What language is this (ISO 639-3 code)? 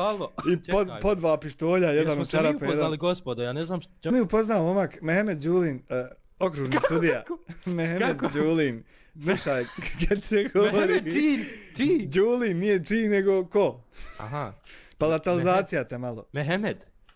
bos